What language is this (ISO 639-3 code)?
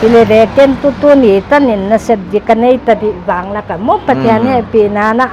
pck